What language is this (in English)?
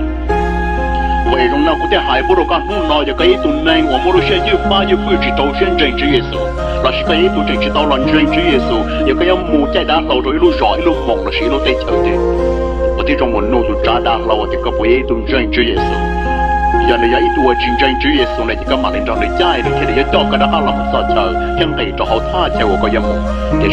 Hmong